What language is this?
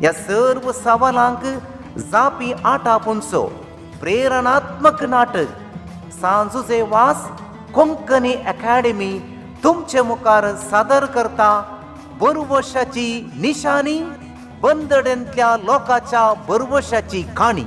Konkani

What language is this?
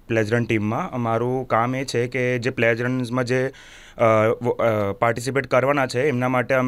Gujarati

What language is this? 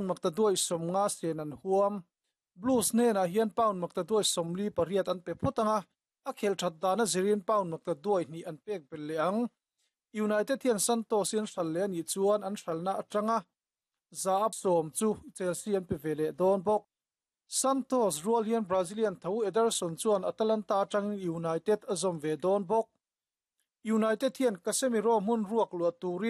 Mizo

